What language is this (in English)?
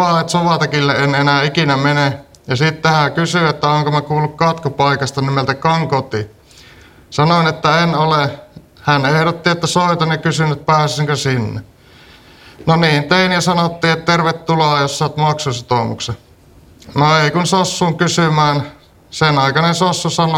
Finnish